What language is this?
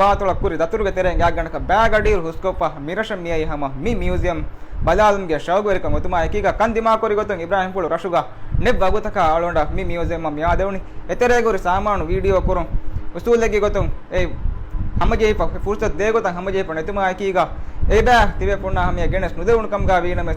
Divehi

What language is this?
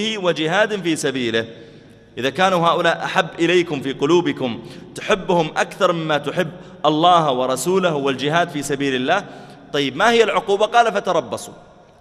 Arabic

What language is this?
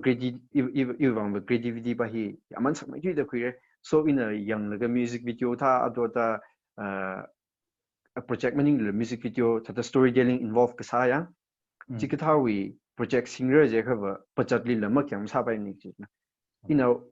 Tangkhul Naga (India)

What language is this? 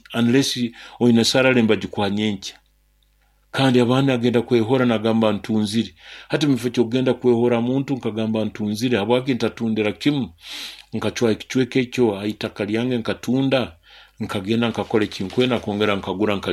Nyoro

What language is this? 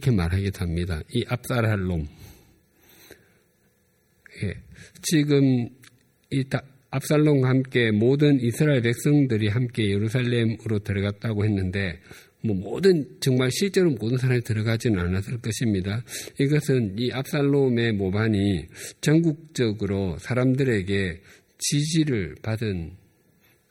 Korean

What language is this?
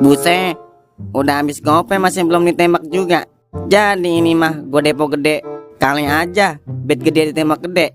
Betawi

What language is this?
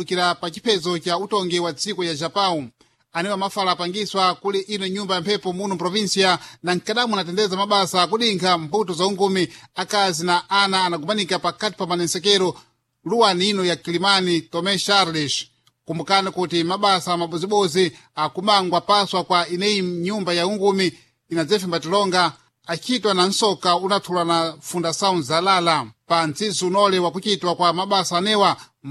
Sena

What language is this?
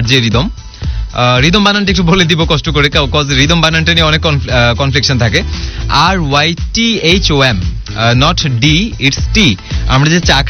Bangla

